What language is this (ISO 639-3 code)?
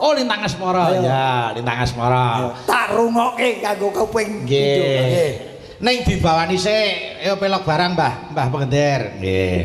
jav